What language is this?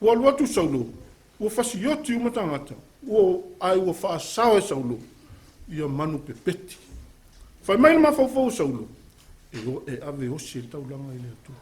Samoan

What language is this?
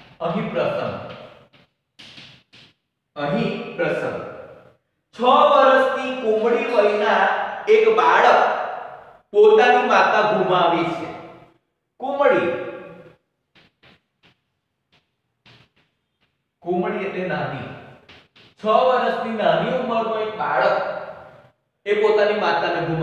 Gujarati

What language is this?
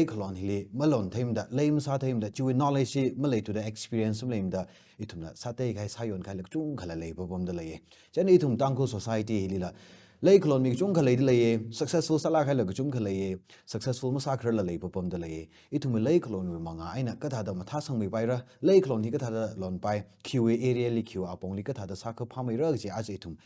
Tangkhul Naga (India)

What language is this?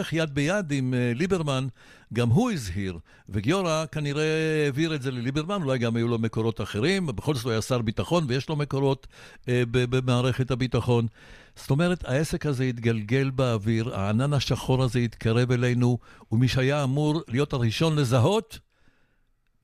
Hebrew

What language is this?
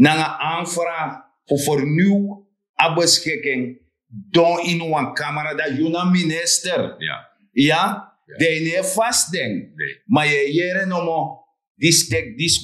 Sranan Tongo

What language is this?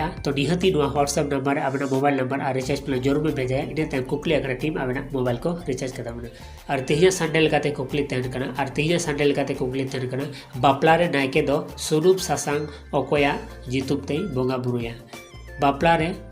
Santali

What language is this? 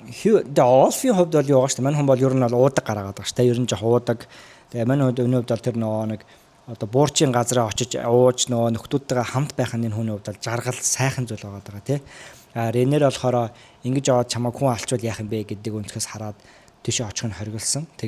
Mongolian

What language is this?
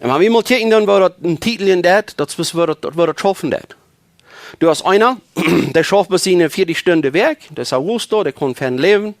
Plautdietsch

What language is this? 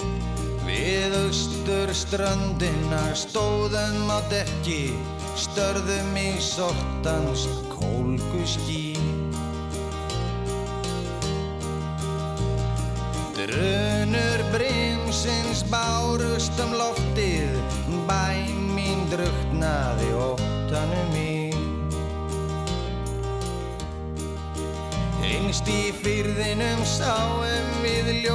Icelandic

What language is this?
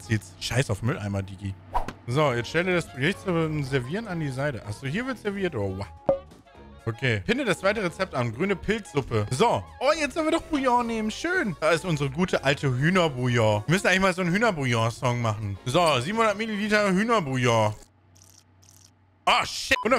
German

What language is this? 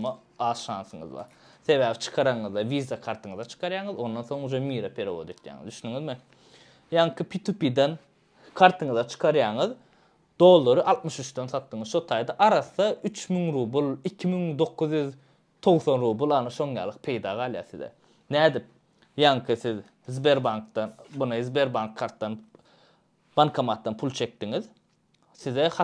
Turkmen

